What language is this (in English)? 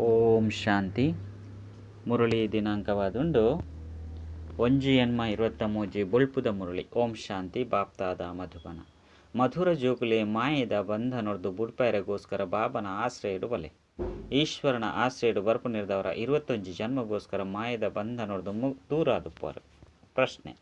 Tulu